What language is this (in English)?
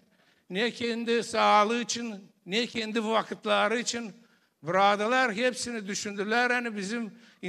Gagauz